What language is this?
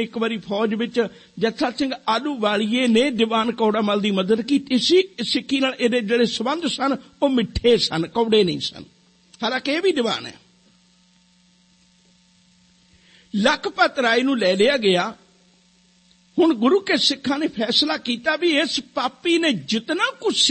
Punjabi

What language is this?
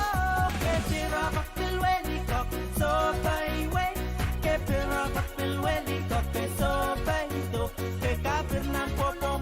Pohnpeian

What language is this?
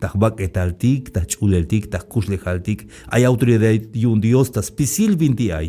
Tzeltal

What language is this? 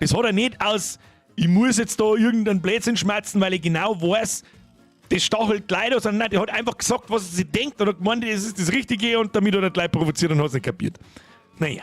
Bavarian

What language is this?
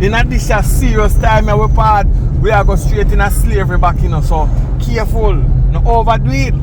Jamaican Creole English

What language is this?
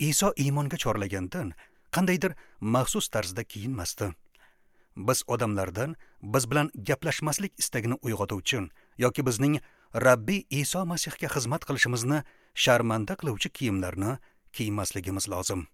Uzbek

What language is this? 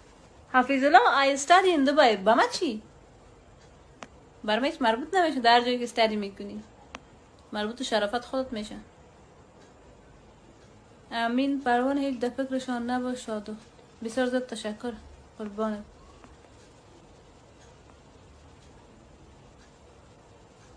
Persian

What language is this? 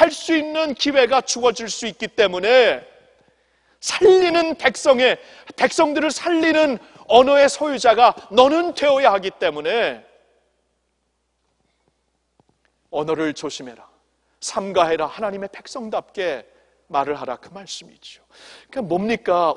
Korean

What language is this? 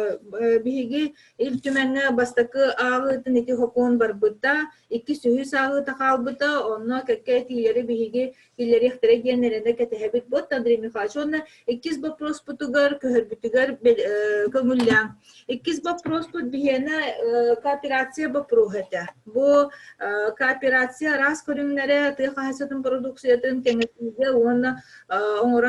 Yakut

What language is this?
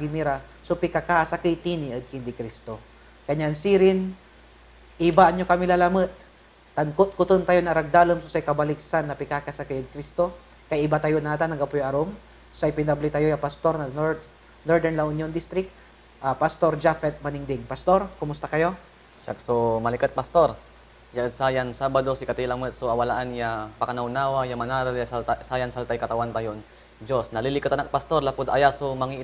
Pangasinan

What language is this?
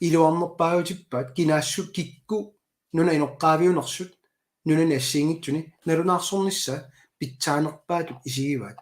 Kalaallisut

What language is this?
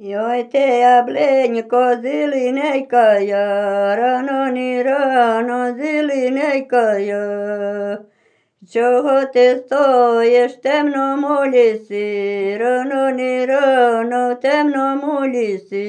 Slovenian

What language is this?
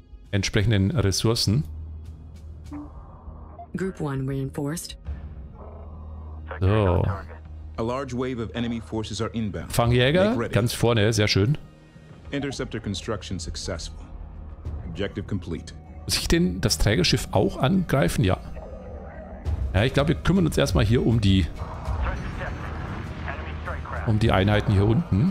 German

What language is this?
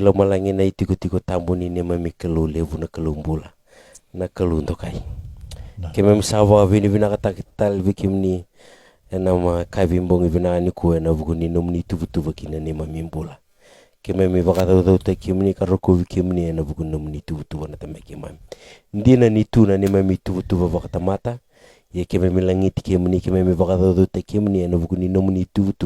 Fijian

